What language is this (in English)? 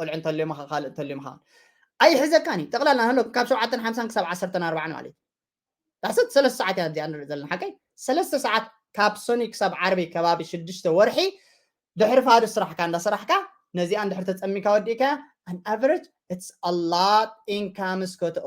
Tigrinya